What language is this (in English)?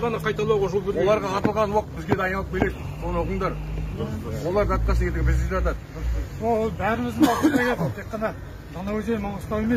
Kazakh